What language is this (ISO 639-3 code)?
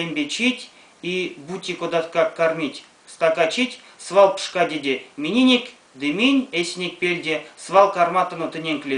myv